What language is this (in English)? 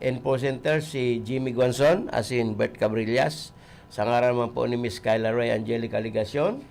Bikol